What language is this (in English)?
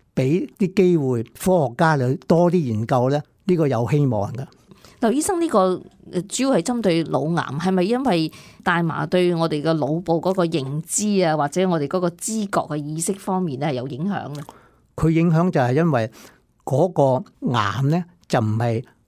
Cantonese